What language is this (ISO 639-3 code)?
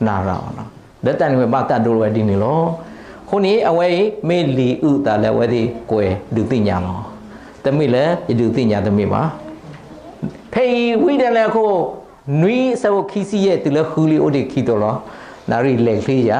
ksw